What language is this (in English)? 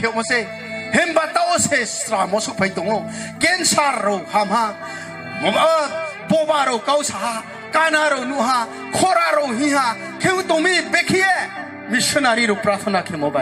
Riang (India)